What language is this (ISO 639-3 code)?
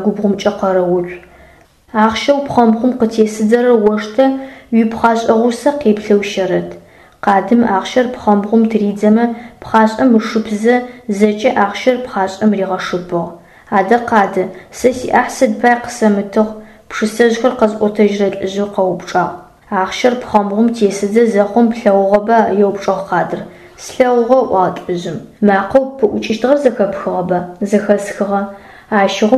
ady